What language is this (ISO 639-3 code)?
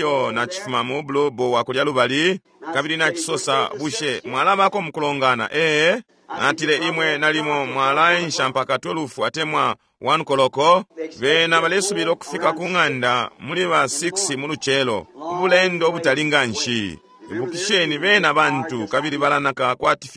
bem